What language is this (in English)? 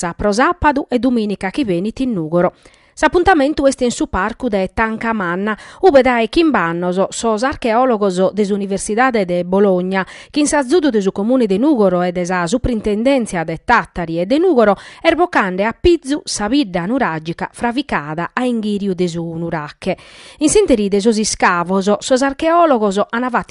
Sardinian